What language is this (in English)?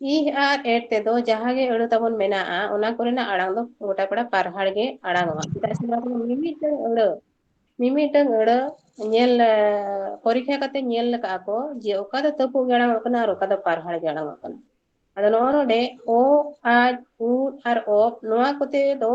Santali